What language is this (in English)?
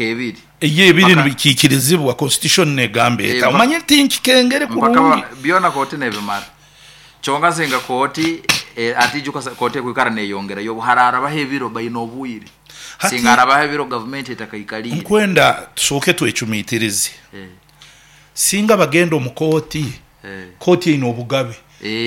Nyoro